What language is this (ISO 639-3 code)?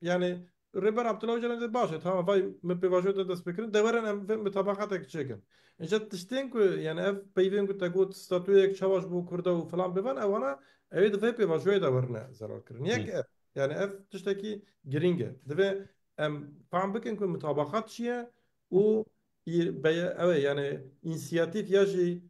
kur